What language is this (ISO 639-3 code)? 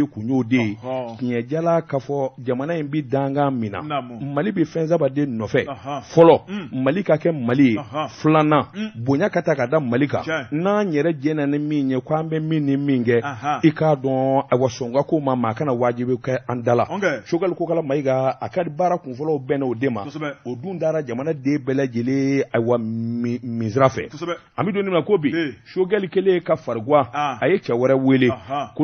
bam